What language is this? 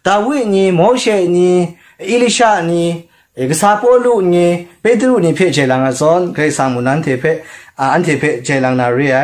Kachin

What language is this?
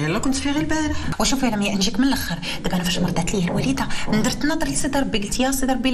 Moroccan Arabic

